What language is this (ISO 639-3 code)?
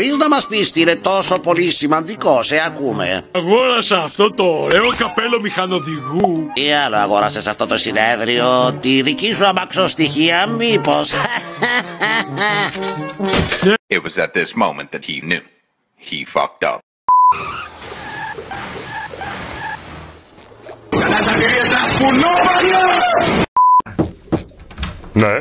ell